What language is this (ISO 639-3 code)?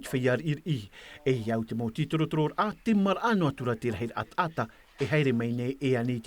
tah